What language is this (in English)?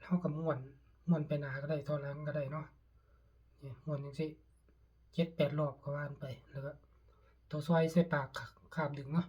Northeastern Thai